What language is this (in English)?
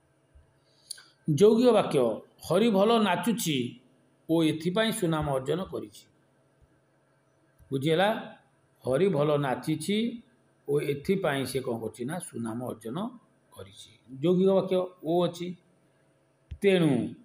Odia